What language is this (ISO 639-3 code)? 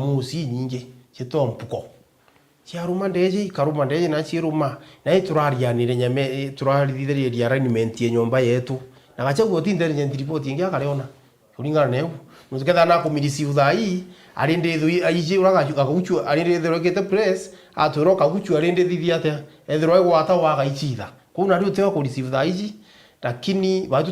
mer